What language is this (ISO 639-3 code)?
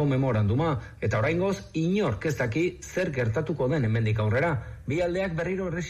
eus